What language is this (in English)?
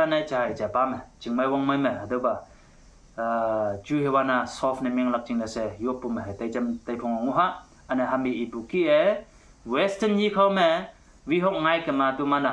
Konyak Naga